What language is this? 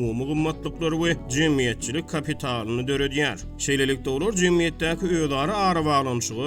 Turkmen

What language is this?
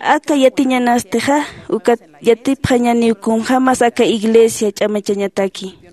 Aymara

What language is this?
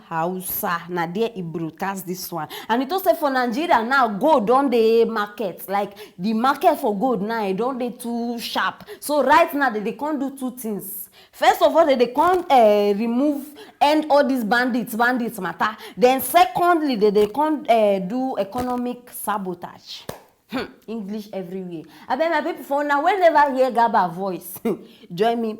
Nigerian Pidgin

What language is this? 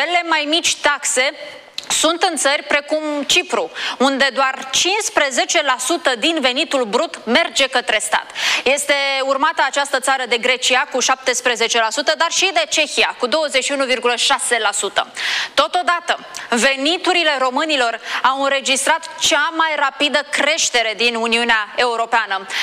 Romanian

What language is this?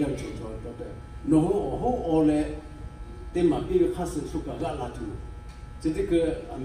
Lahu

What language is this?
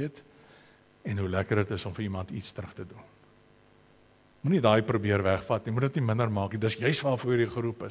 Afrikaans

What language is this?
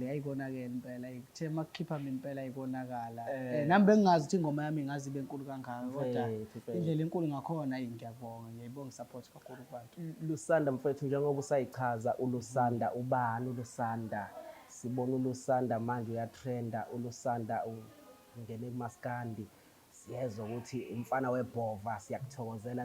Zulu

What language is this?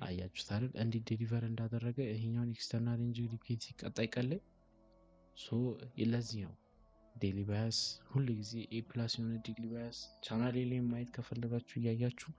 Amharic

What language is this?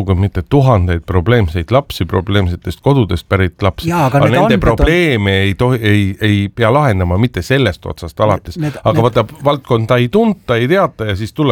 Estonian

